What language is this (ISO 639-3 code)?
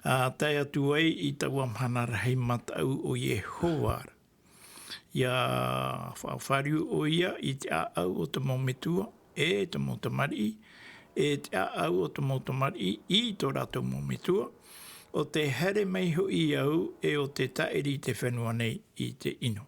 tah